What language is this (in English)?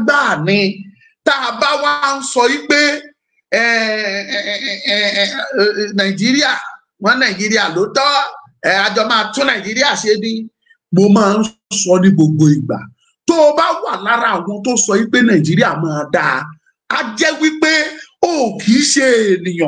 Yoruba